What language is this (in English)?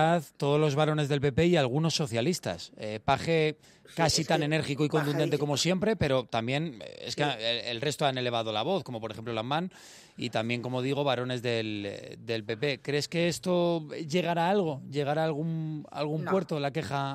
Spanish